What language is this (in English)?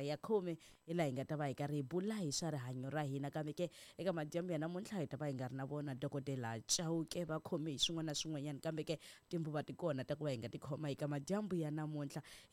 Tsonga